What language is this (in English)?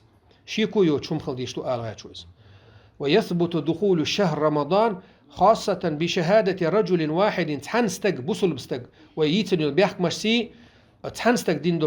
Chechen